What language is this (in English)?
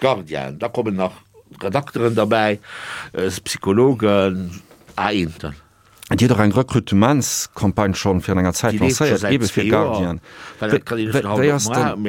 Luxembourgish